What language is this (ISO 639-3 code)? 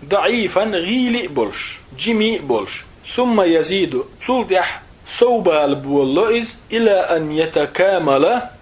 che